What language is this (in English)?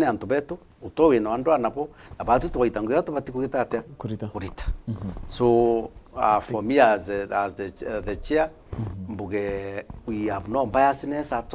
Meru